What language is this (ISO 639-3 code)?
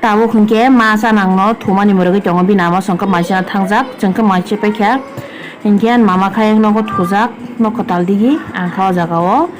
trp